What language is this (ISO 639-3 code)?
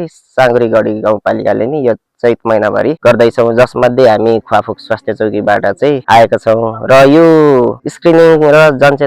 nep